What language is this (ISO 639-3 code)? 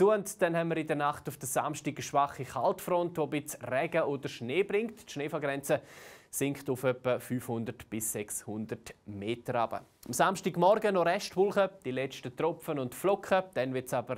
gsw